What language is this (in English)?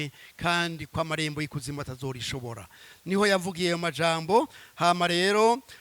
Rundi